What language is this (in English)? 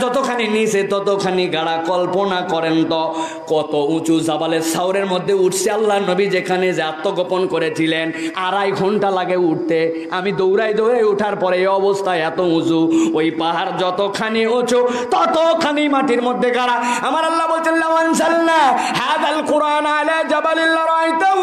Bangla